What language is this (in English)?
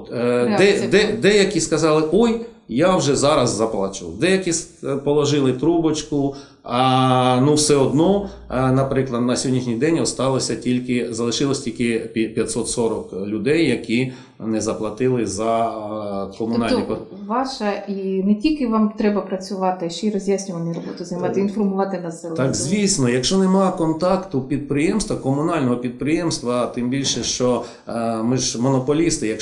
Ukrainian